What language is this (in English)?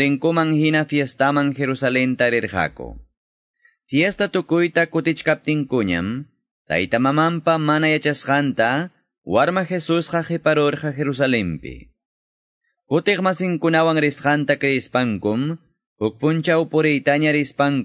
Quechua